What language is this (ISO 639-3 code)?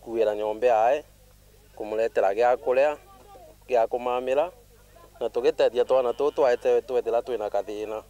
mer